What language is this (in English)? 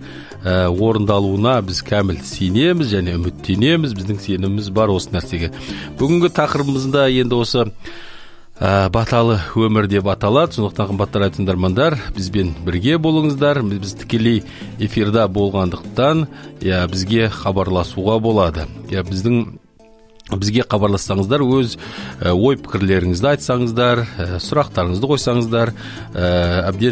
Kazakh